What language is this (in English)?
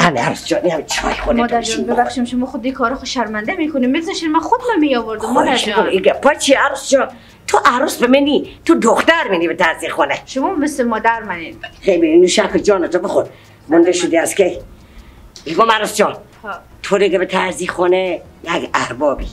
Persian